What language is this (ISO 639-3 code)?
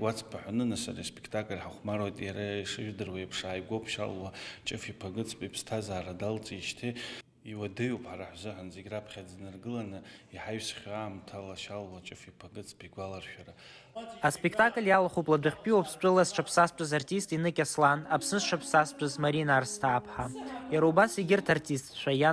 abk